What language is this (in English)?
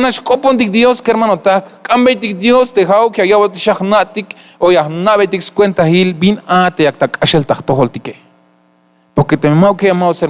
Tzeltal